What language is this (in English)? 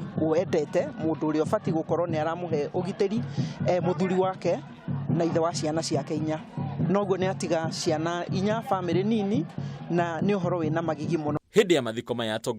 Kikuyu